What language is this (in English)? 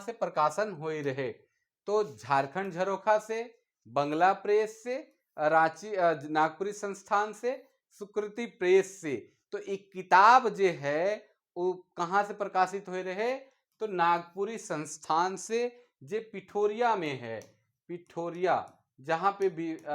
Sadri